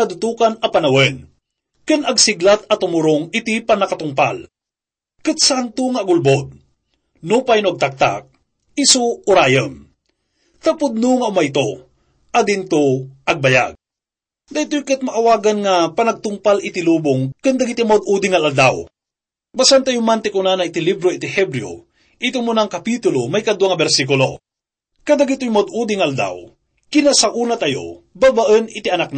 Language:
Iloko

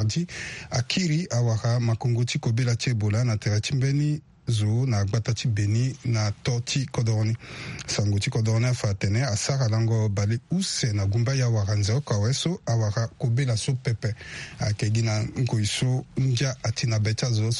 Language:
Sango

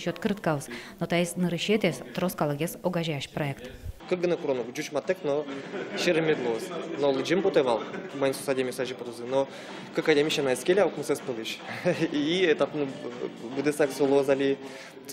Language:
Udmurt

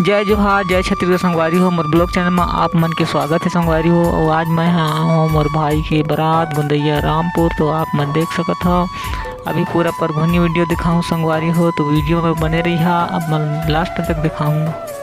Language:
Chhattisgarhi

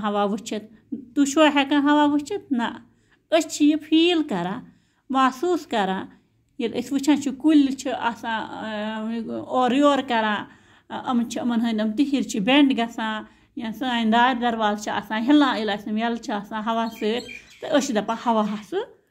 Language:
Kashmiri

